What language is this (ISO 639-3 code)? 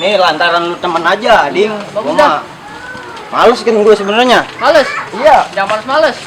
bew